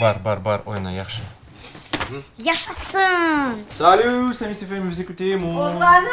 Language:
Crimean Tatar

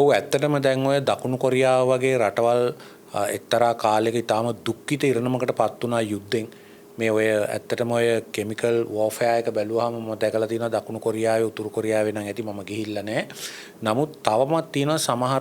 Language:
Sinhala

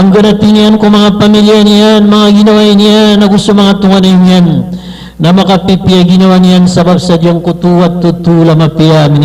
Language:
Maranao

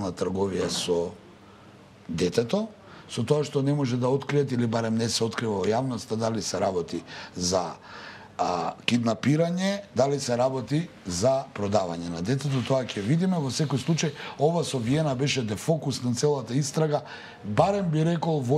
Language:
Macedonian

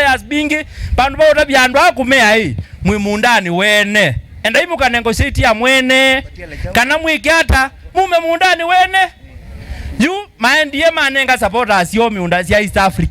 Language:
Kamba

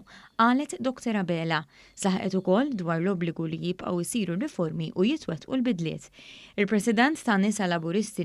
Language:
Maltese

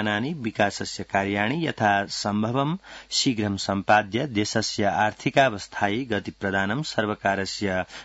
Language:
Sanskrit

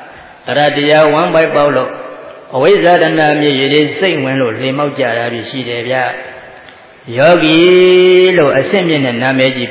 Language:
Burmese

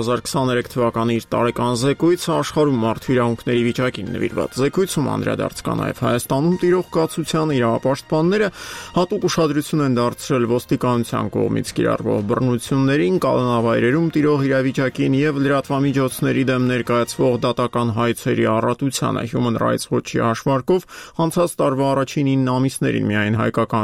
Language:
Armenian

